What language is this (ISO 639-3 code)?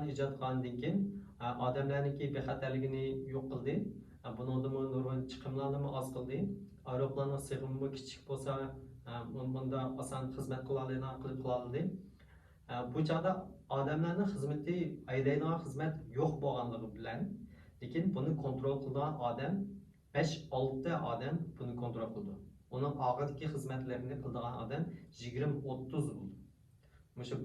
uig